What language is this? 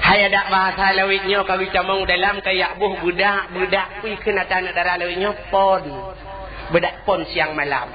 Achinese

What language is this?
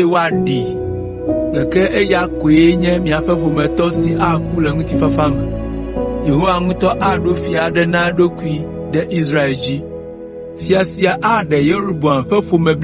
Ewe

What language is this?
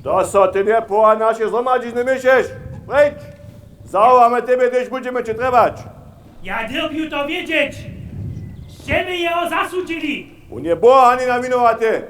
Upper Sorbian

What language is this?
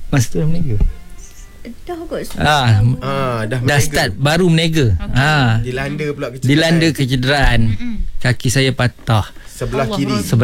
Malay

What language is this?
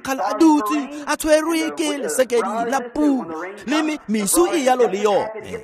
Tswana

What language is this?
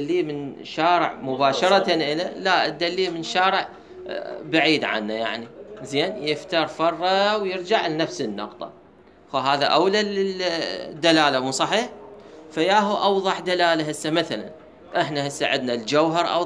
Mesopotamian Arabic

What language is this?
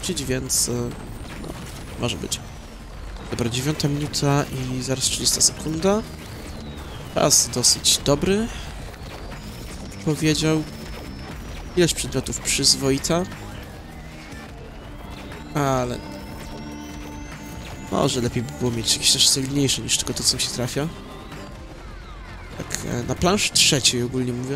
Polish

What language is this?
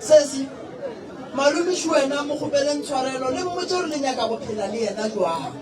Northern Sotho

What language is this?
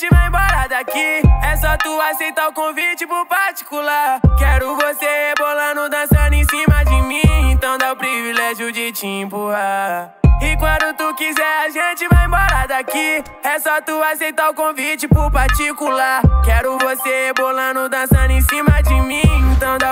Portuguese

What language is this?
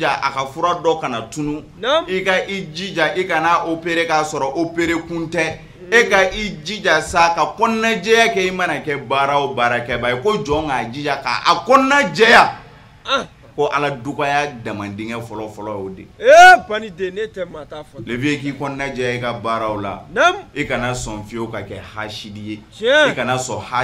Bambara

